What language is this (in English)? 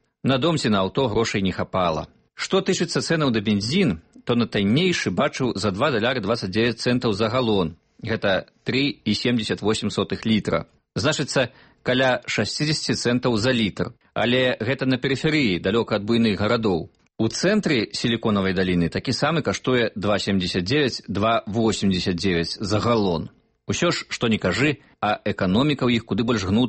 Belarusian